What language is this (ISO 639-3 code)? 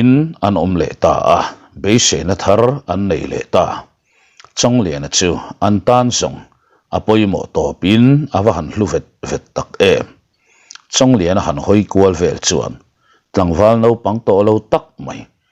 lus